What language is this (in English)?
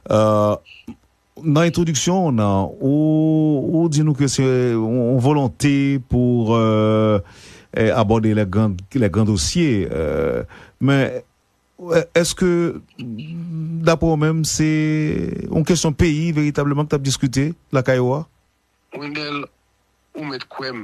Haitian Creole